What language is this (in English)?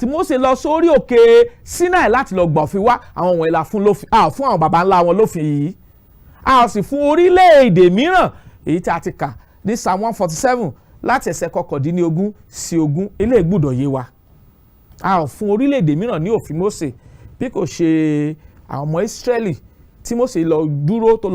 Yoruba